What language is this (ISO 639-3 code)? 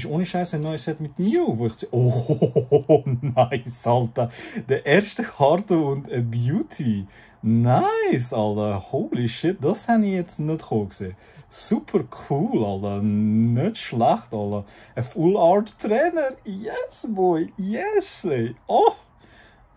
gsw